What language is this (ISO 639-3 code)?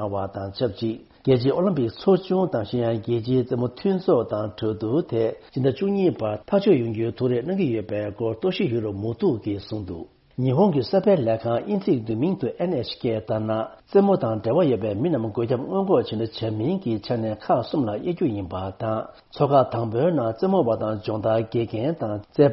bod